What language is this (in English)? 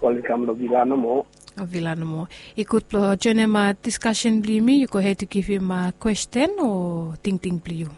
Bislama